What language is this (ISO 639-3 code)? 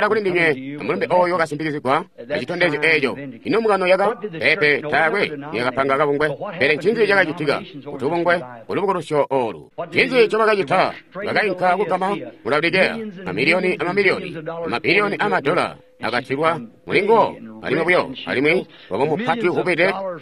toi